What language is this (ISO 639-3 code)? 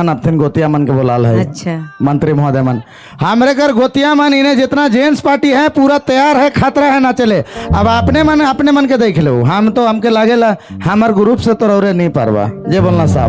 sck